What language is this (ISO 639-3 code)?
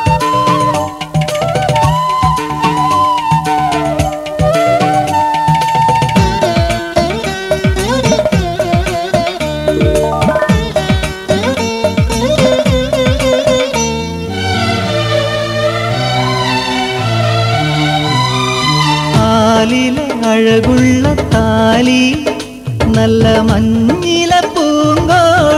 mal